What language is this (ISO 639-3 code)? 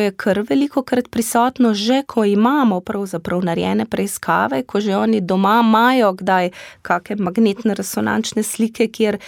slv